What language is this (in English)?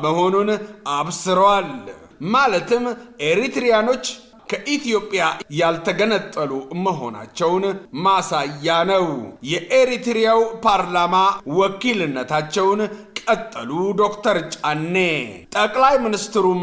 Amharic